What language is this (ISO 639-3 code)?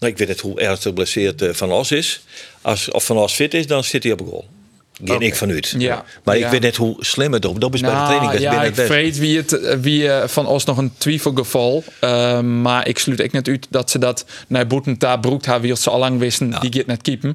fry